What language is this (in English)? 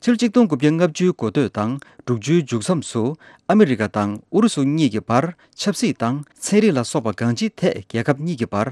Tibetan